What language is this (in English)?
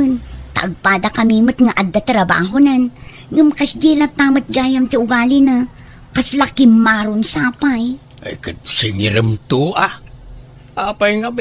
Iloko